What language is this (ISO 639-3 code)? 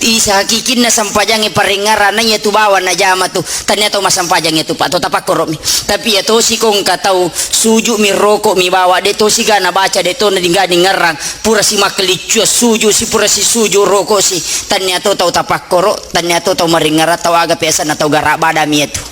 bug